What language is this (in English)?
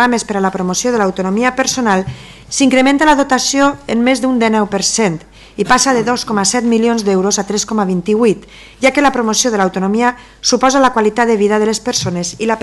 Catalan